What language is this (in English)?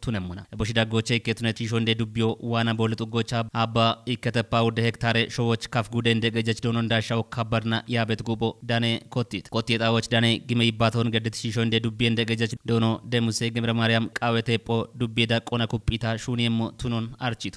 Kafa